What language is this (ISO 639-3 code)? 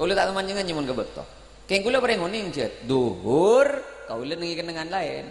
mad